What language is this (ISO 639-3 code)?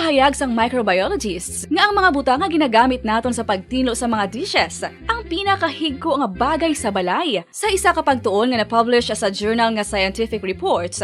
hil